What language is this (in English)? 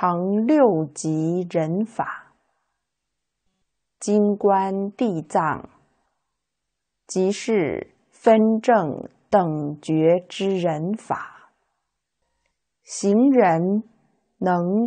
Chinese